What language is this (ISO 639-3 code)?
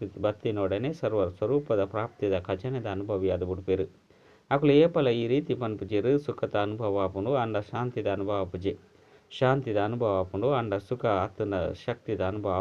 tcy